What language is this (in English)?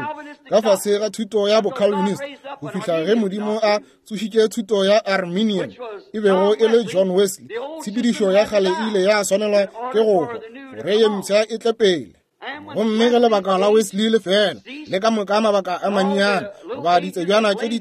Northern Sotho